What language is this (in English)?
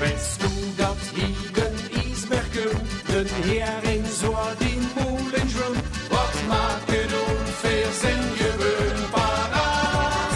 Limburgish